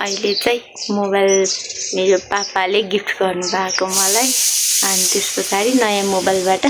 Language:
Nepali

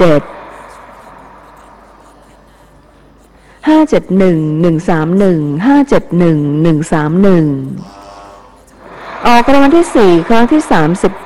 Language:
Thai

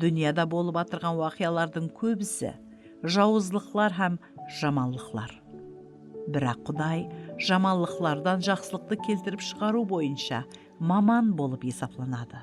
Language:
Kara-Kalpak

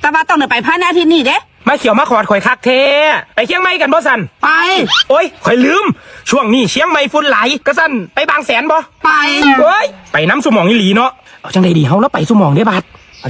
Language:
Northeastern Thai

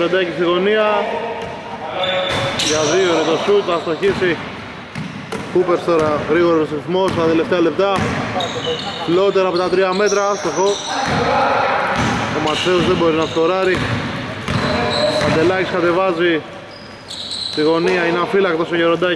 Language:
Greek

